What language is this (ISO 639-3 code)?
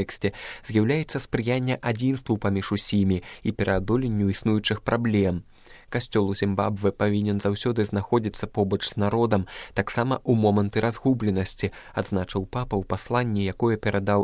bel